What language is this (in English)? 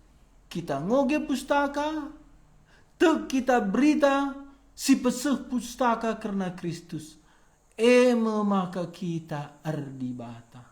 Batak Karo